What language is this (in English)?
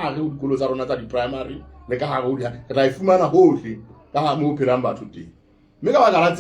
Southern Sotho